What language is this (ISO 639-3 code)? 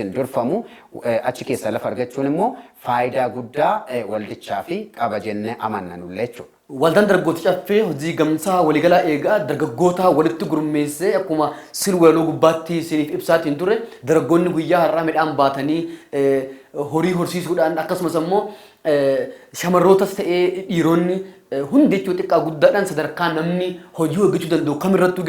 orm